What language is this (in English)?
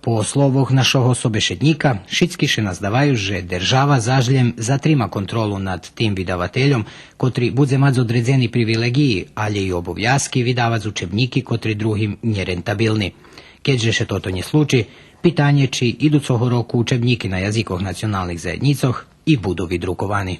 Rusyn